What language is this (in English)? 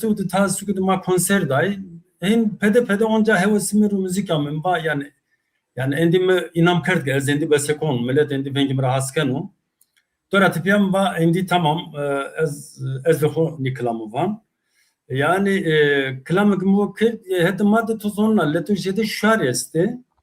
Zaza